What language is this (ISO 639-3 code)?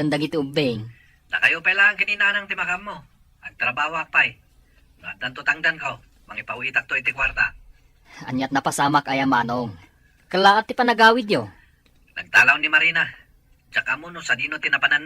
ilo